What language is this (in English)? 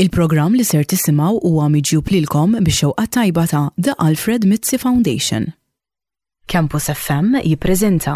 Maltese